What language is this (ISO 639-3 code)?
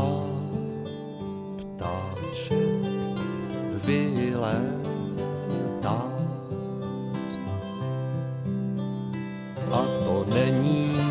ces